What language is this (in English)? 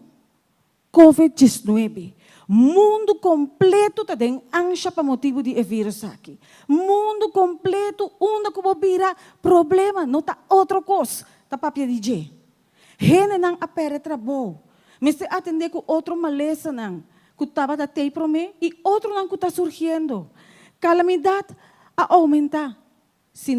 Papiamento